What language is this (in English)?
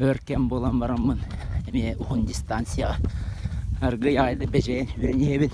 Yakut